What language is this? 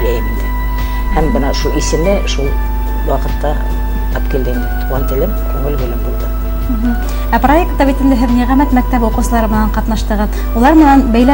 Bashkir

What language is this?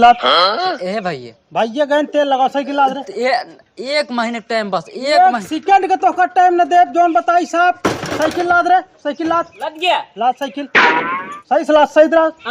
Awadhi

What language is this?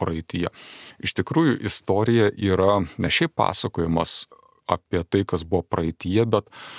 Lithuanian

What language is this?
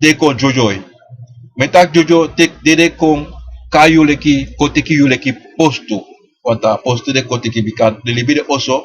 Sranan Tongo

